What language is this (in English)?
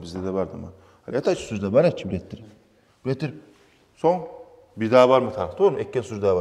Kumyk